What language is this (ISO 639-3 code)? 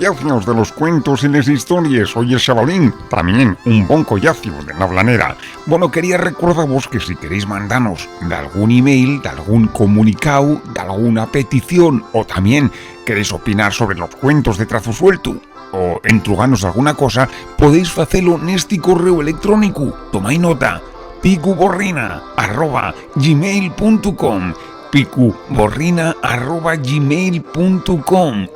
ast